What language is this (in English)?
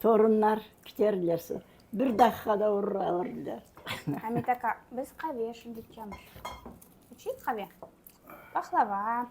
Crimean Tatar